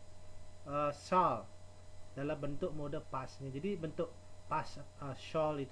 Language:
Indonesian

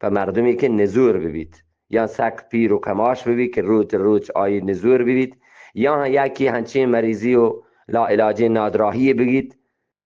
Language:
Eastern Balochi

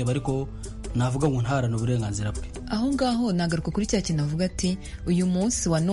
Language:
Kinyarwanda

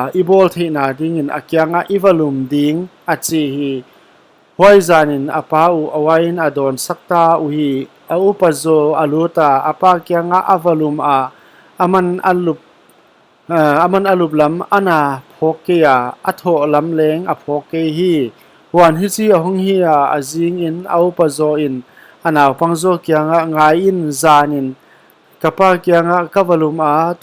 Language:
Paite Chin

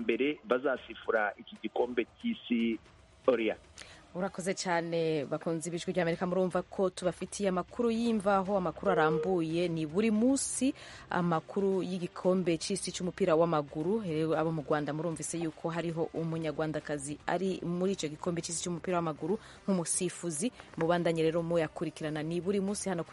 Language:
Kinyarwanda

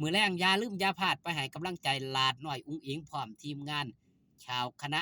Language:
Northeastern Thai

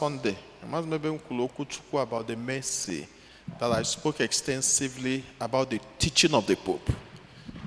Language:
Igbo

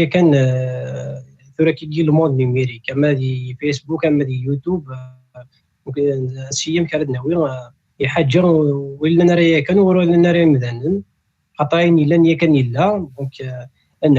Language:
Kabyle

